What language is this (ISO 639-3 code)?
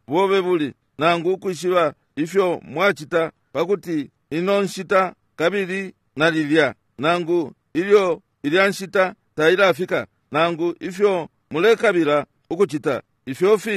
bem